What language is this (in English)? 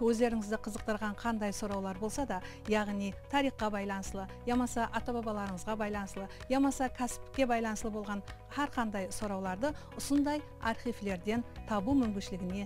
Kara-Kalpak